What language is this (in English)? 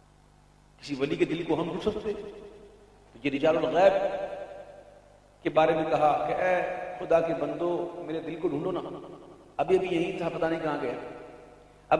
Urdu